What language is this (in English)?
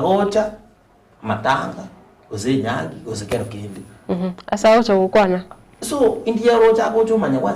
Gusii